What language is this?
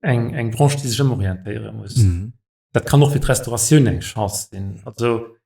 Luxembourgish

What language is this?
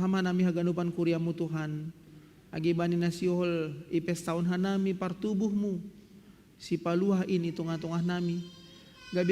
Batak Simalungun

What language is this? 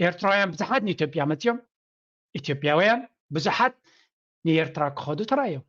Tigrinya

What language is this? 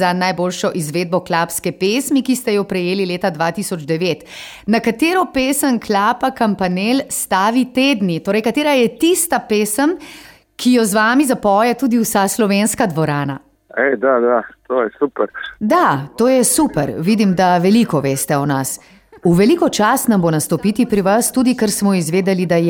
Slovenian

